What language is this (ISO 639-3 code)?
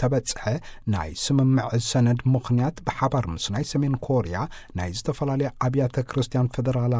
tir